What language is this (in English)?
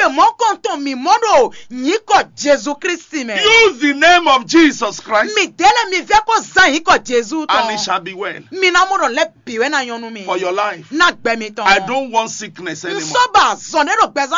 Fon